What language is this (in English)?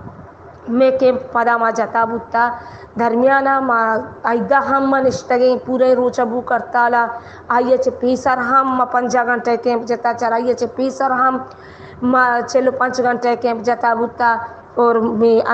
Baluchi